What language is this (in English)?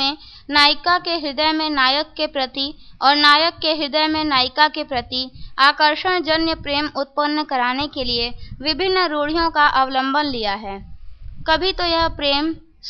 Hindi